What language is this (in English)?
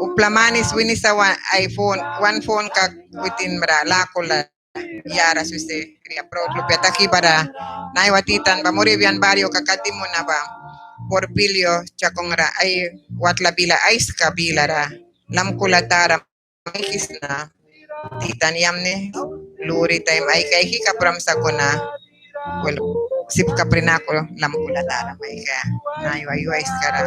Mískito